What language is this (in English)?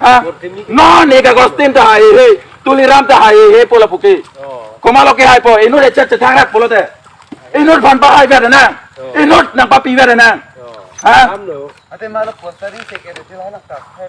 Karbi